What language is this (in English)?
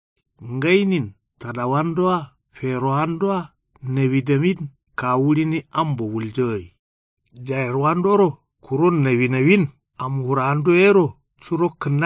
Kanuri